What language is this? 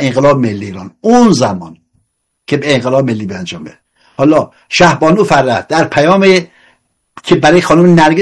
Persian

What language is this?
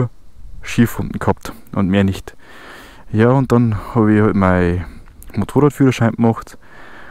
Bavarian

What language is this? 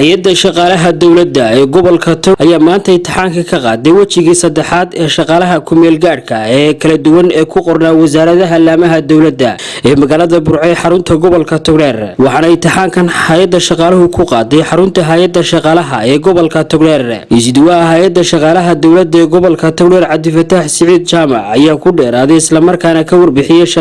Somali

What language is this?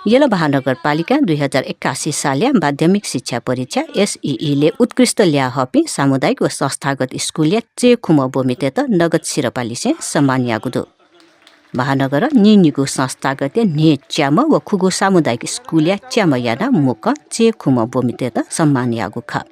Newari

